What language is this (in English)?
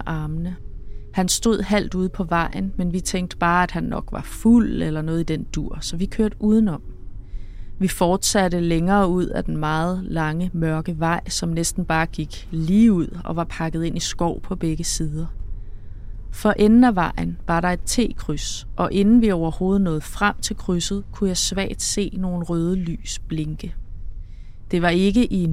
Danish